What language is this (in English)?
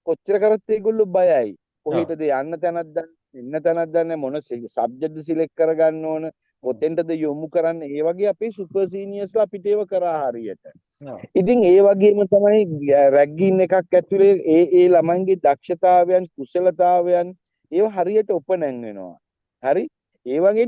Sinhala